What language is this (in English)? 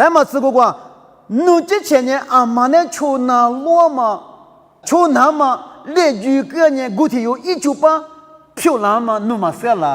Lisu